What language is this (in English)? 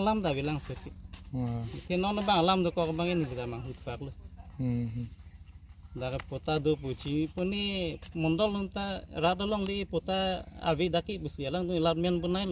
Karbi